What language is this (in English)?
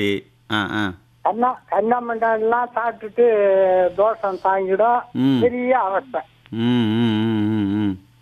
Tamil